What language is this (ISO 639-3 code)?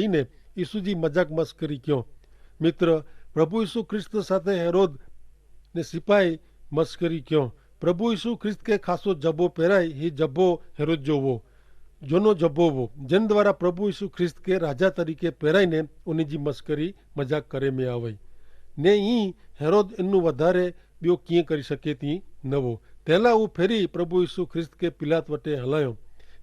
kfr